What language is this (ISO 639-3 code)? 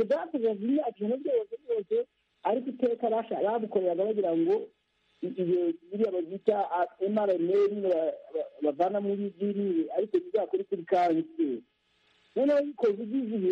kin